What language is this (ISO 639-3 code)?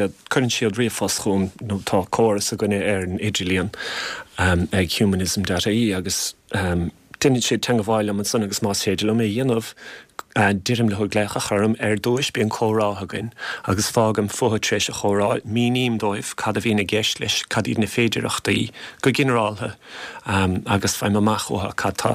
gle